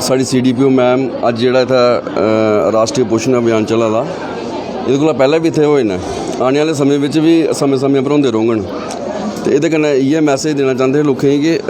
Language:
Dogri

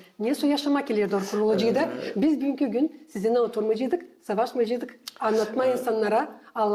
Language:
Gagauz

